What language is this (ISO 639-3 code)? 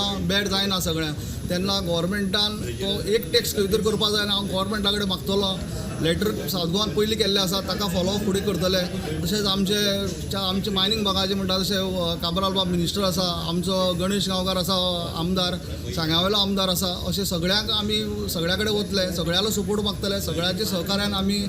kok